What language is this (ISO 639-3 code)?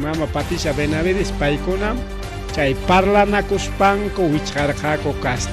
quy